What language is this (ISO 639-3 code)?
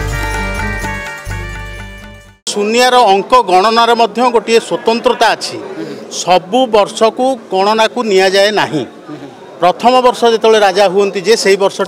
ori